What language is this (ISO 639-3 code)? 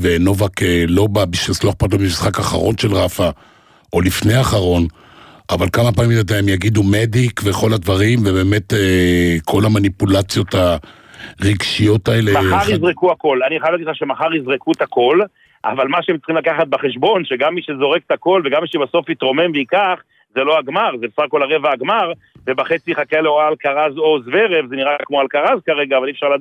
heb